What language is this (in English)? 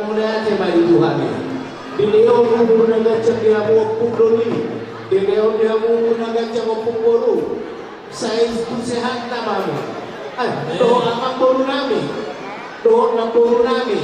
Batak Toba